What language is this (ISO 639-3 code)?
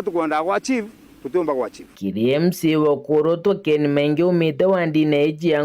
mer